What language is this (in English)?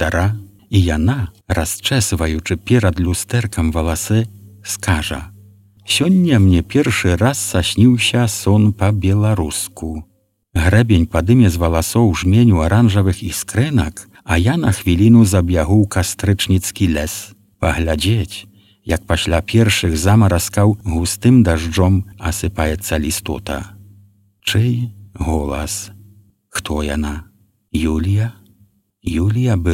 Belarusian